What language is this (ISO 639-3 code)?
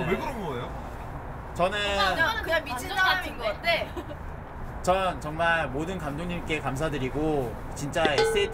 kor